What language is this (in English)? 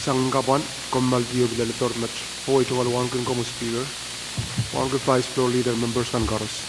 Pohnpeian